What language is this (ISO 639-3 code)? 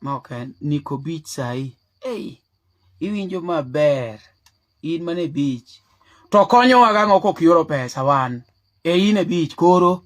luo